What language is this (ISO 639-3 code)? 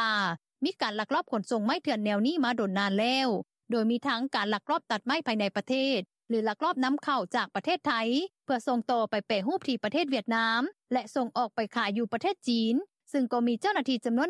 lao